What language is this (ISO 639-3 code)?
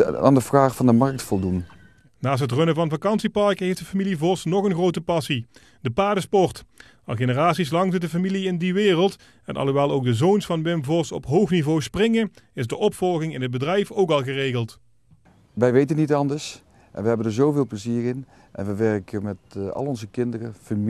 nld